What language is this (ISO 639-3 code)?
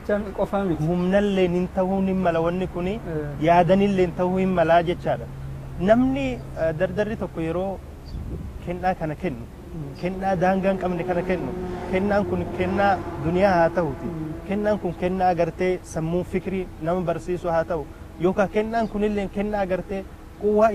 orm